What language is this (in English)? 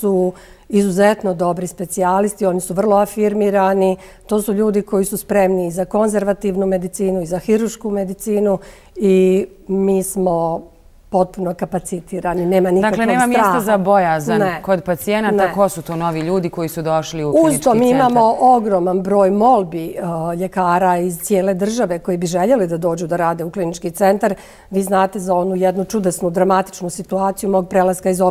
Croatian